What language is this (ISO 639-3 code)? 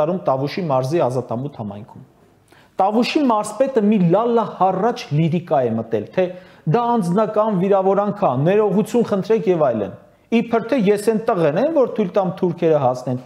hye